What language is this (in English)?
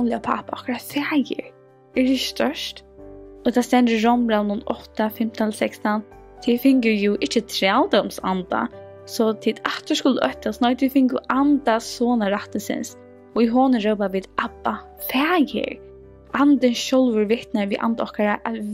Faroese